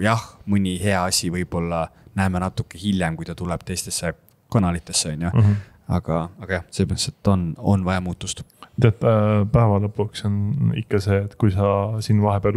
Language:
Estonian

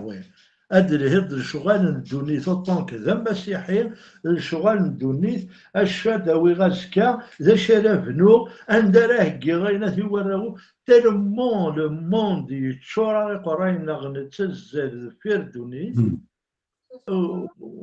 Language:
Kabyle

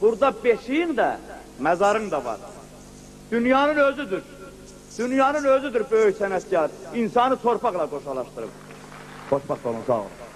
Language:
South Azerbaijani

